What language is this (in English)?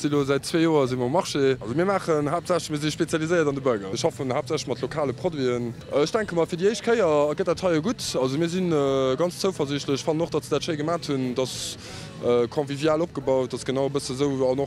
Luxembourgish